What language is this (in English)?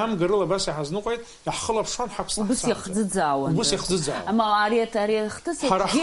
Abkhazian